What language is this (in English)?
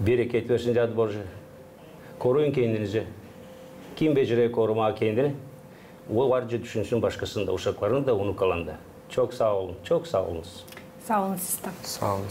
Gagauz